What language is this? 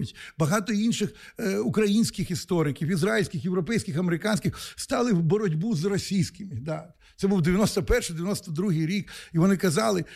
Ukrainian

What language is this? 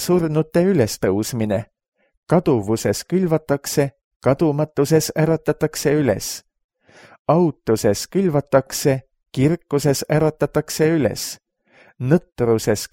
Estonian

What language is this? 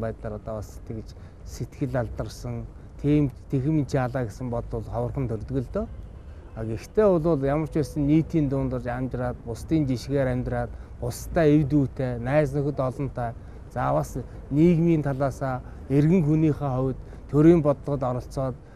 Mongolian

